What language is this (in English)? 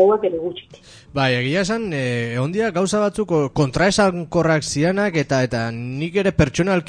Basque